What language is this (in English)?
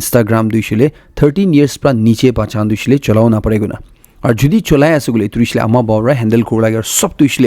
Naga Pidgin